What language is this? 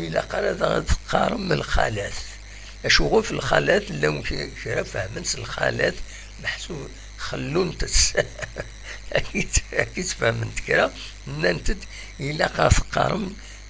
Kabyle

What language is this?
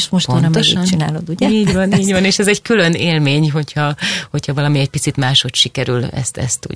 Hungarian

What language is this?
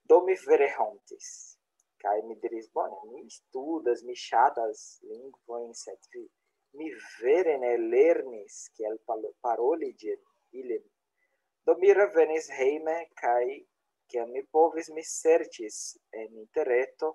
Esperanto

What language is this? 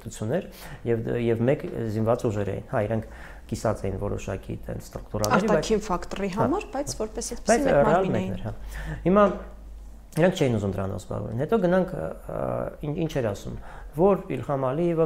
Armenian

